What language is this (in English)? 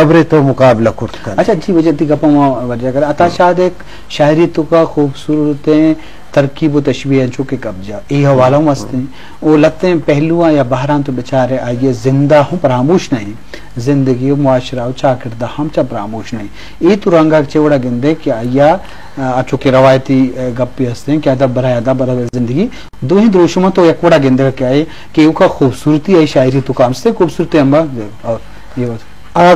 Eastern Balochi